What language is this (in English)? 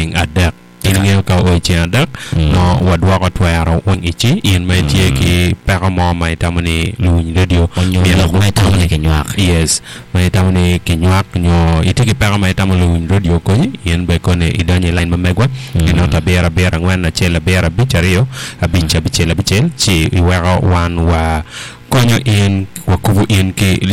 Acoli